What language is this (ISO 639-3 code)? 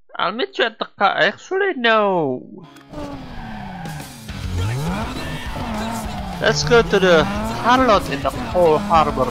eng